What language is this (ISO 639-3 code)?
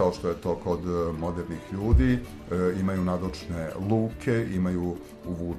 srp